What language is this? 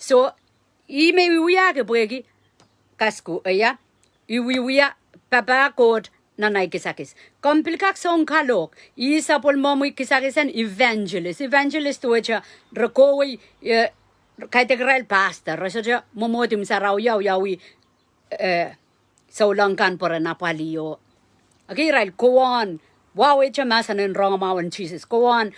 Pohnpeian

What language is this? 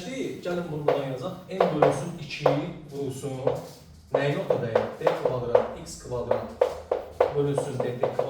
Azerbaijani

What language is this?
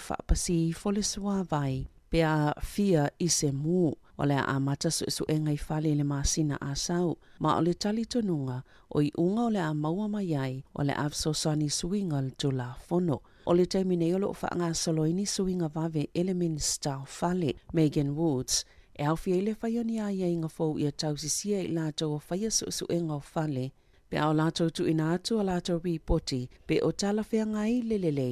Samoan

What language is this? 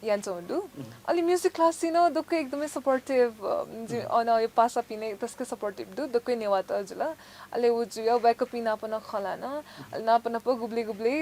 Newari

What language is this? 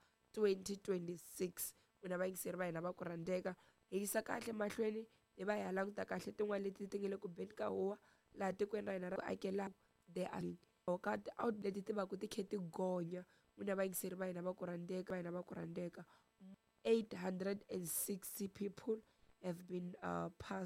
Tsonga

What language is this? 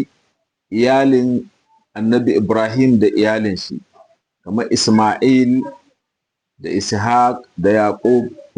Hausa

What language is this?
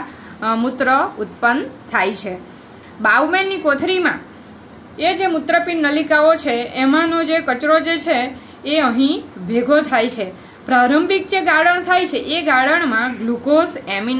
Gujarati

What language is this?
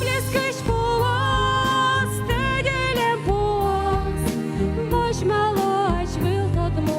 Udmurt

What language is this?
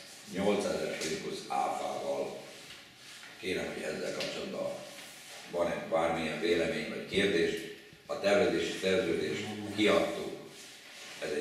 Hungarian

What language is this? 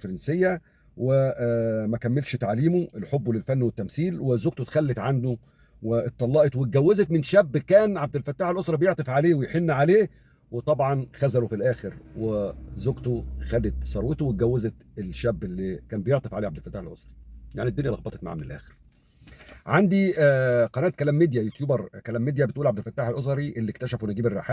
Egyptian Arabic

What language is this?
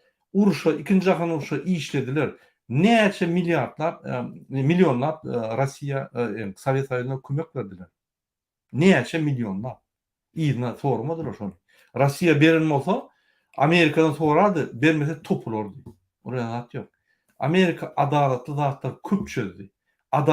Turkmen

